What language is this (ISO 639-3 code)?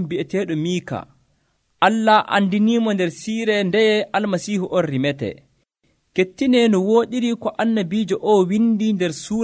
fuv